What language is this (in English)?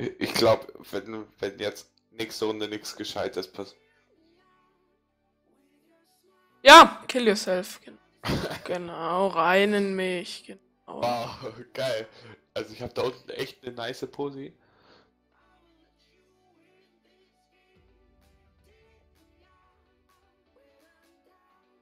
German